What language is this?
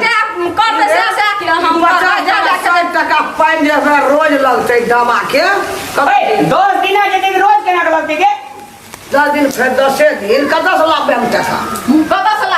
Maithili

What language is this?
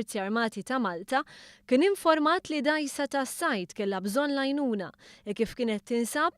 Maltese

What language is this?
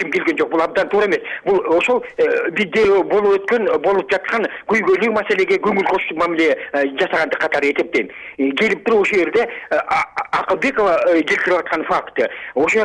Kyrgyz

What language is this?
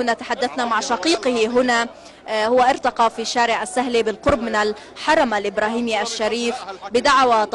Arabic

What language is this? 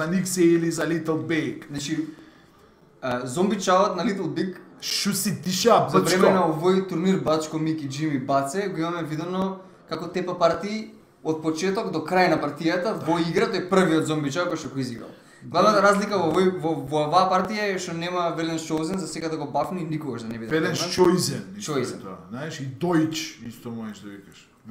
Macedonian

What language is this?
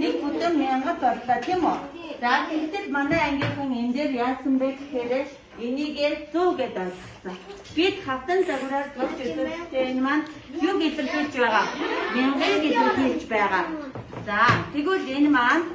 Mongolian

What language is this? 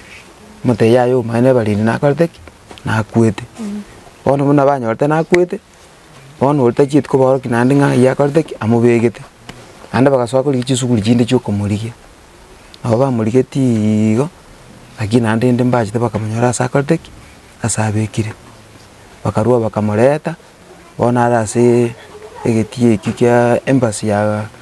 Gusii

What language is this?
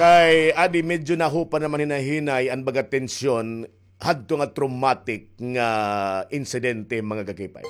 Waray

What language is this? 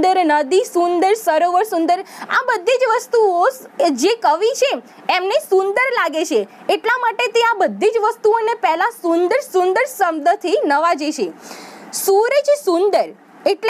Gujarati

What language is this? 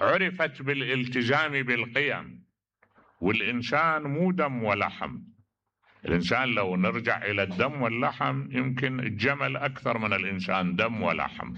Mesopotamian Arabic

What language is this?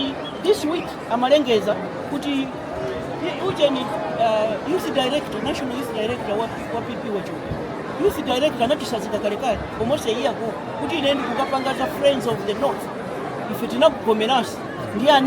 Nyanja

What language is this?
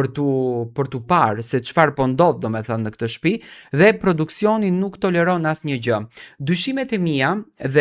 Albanian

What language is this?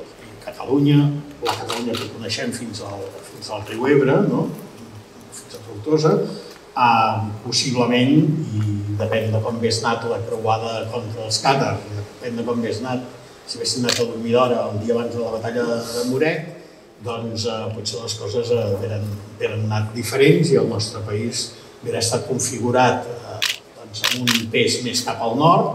Catalan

